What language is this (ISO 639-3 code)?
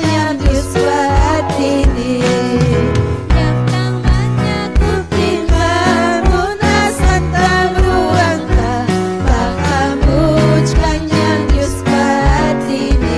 quy